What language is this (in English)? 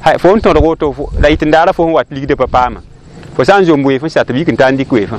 Mossi